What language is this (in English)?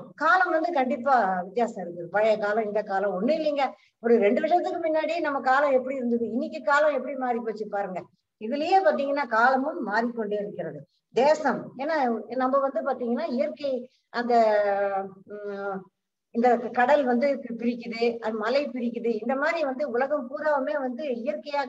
Tamil